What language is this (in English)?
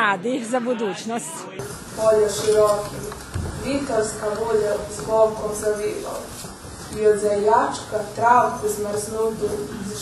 Rusyn